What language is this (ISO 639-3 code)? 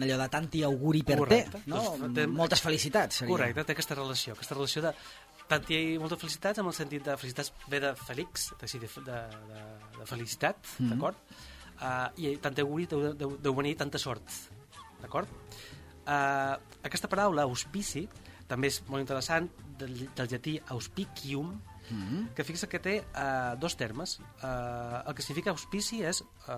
cat